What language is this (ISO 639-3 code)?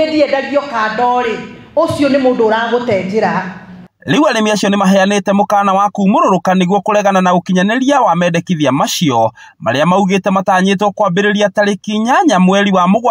kik